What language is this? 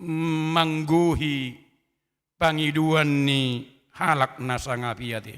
Batak Toba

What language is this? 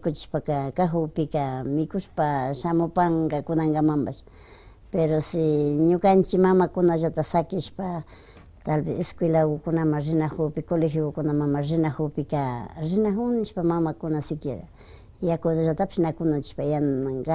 Imbabura Highland Quichua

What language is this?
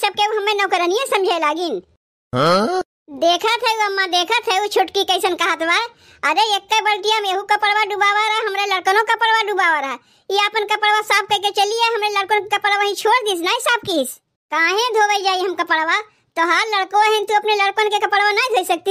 Awadhi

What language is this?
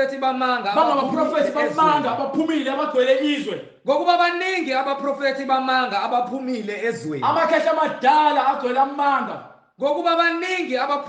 Zulu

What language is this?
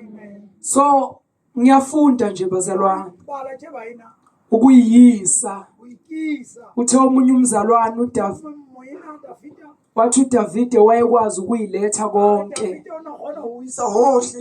Zulu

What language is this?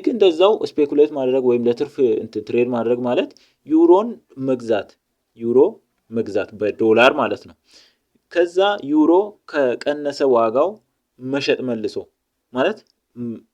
Amharic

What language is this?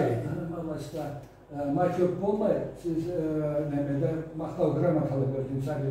Karachay-Balkar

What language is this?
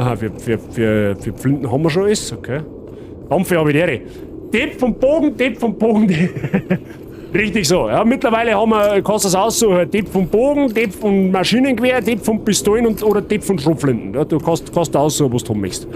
Bavarian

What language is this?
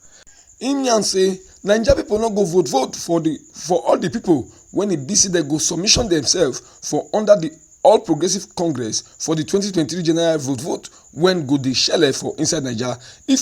Nigerian Pidgin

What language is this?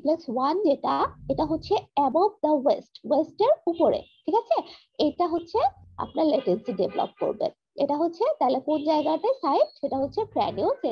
Bangla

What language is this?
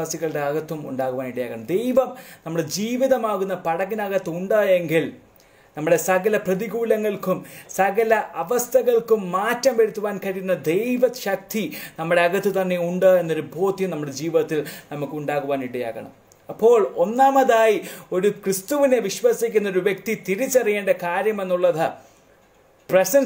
Malayalam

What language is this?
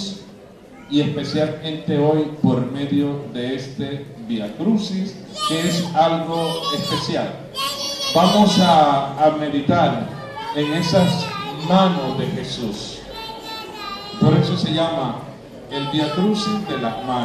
Spanish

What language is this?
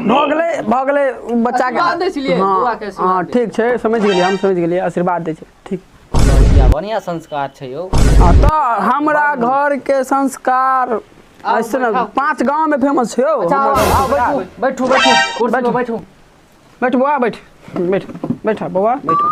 Maithili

